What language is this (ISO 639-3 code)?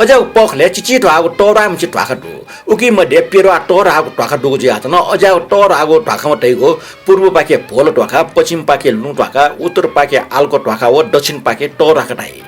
new